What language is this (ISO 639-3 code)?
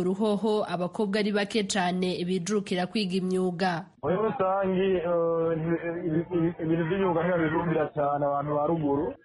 kin